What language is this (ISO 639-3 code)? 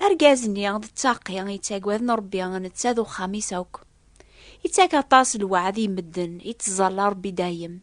kab